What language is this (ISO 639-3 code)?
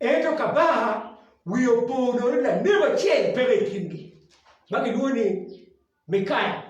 ach